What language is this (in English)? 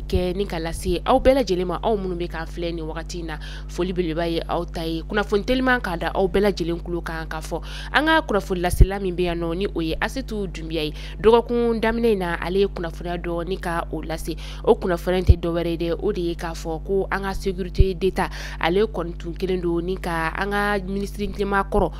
Bambara